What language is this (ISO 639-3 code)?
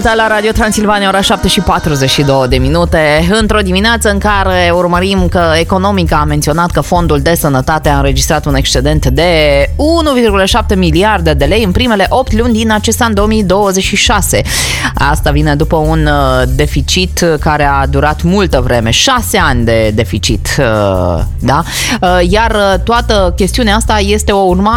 ron